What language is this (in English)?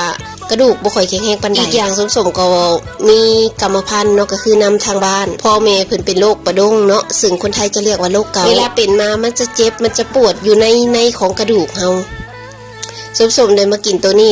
Lao